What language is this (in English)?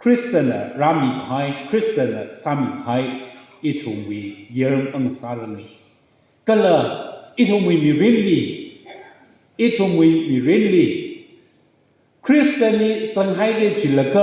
Tangkhul Naga (India)